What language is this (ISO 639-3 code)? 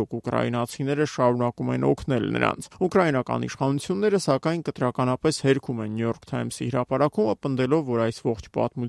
hye